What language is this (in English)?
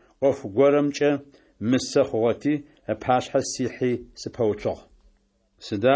Adyghe